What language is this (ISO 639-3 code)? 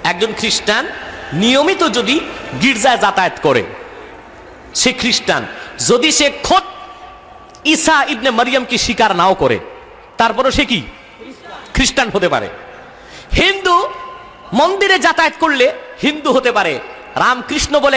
ben